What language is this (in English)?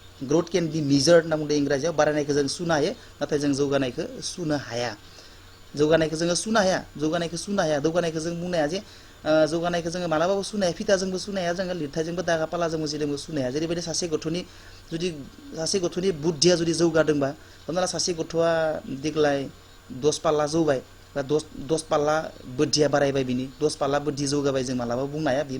Bodo